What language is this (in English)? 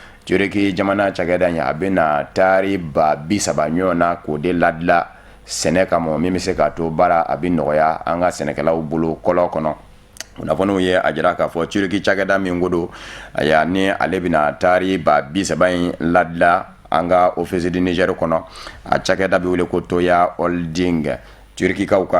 Bambara